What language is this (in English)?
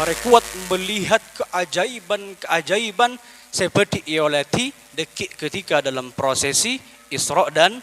Madurese